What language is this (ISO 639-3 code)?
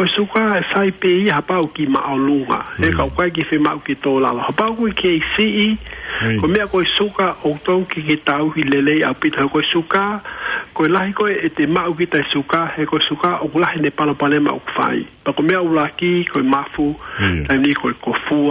ton